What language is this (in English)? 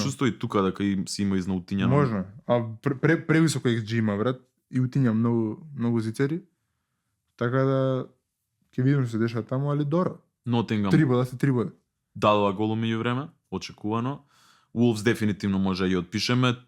Macedonian